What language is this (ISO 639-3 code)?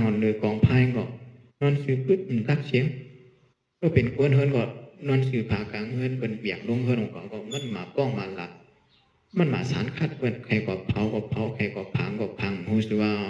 shn